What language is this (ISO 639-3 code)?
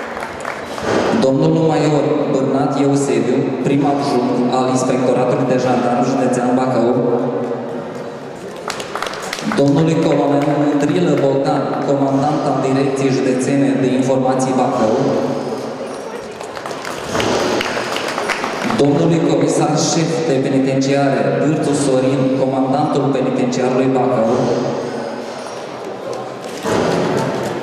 ron